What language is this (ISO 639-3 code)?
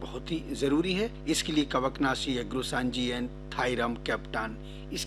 hin